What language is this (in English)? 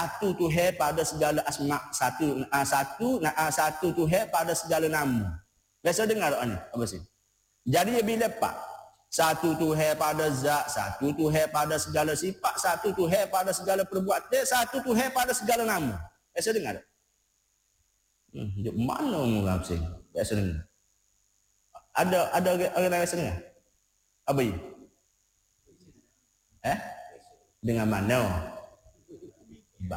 Malay